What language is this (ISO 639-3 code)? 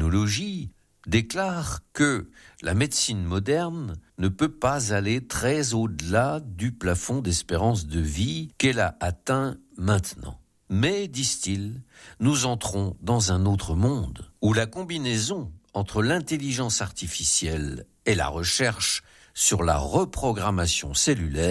fra